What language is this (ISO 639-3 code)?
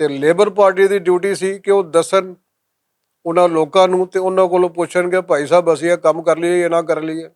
lah